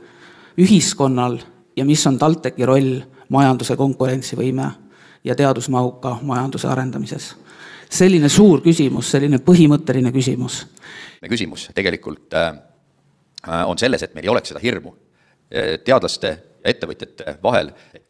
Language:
Estonian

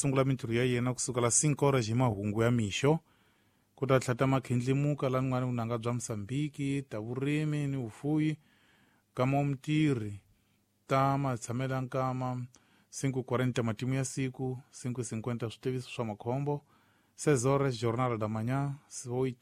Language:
Tsonga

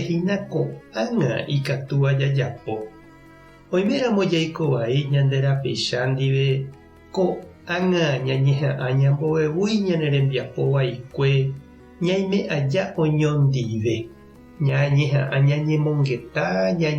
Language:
Guarani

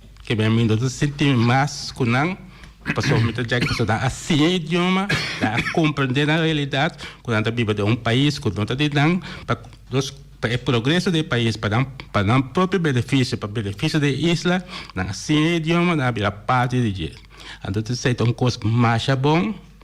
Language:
Papiamento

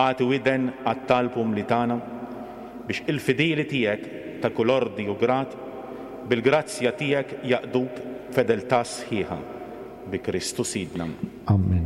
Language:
Maltese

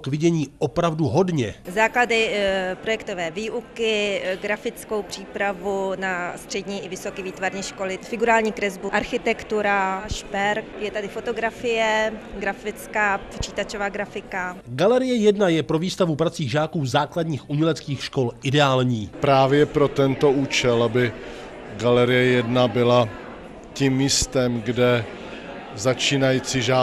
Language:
Czech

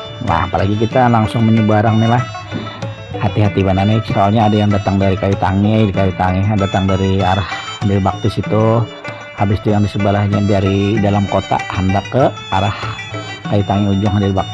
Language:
Banjar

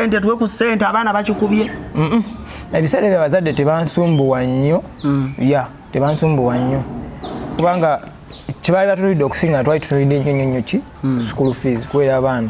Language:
Ganda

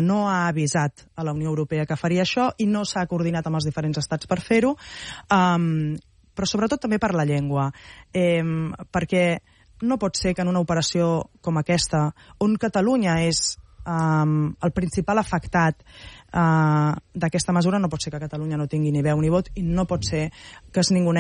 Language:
Catalan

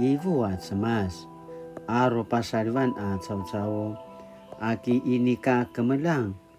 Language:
Paiwan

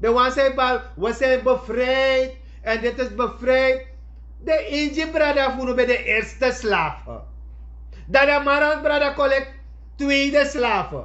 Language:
Sranan Tongo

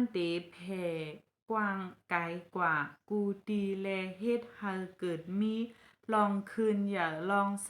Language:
Shan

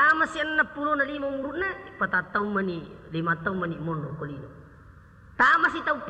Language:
Buginese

